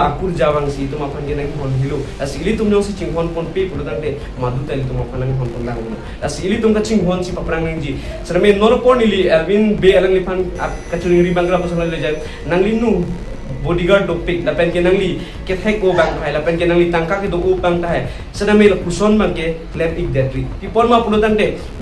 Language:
Karbi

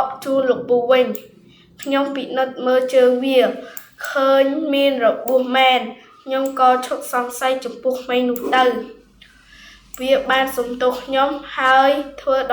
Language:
Khmer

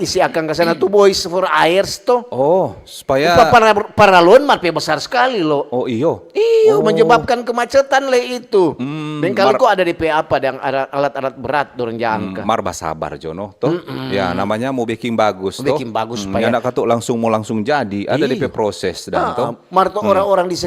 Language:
Manado Malay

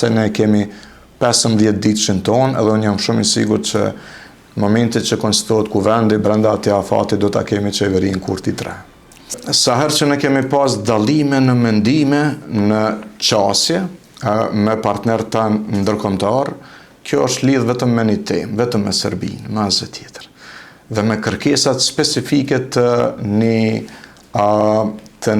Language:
Albanian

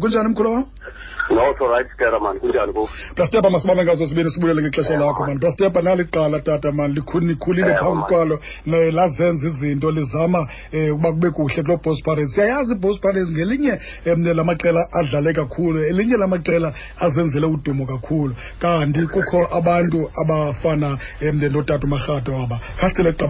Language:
Xhosa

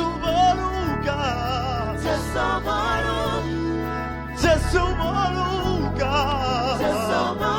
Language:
Venda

